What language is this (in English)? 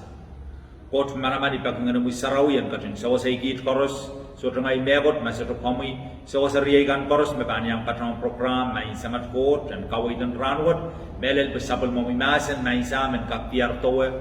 Pohnpeian